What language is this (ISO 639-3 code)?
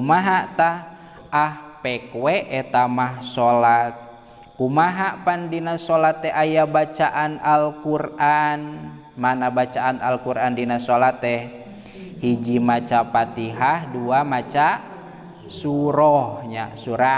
sun